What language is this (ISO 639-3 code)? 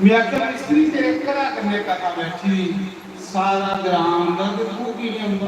doi